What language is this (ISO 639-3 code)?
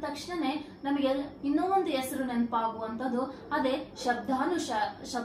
kan